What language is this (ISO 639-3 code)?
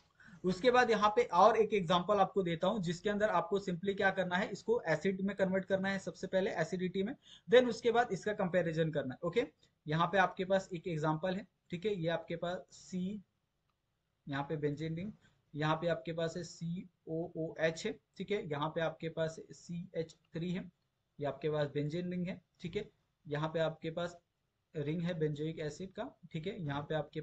hin